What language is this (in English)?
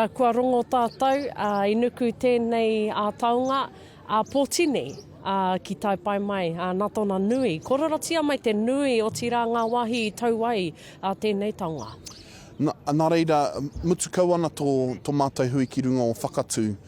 Māori